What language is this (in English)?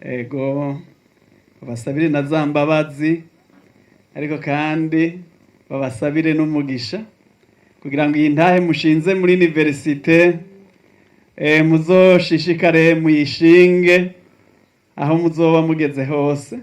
Rundi